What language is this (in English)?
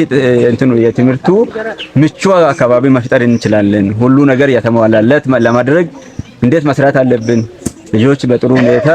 Amharic